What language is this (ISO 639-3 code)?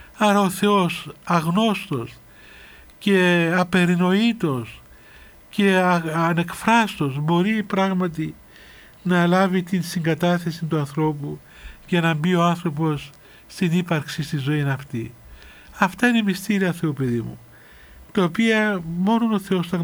ell